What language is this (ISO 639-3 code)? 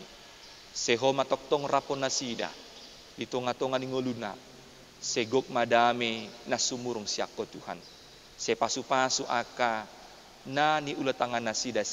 bbc